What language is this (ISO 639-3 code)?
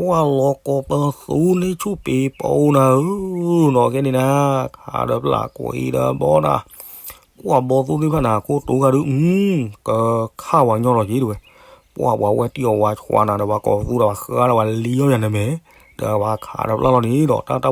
ksw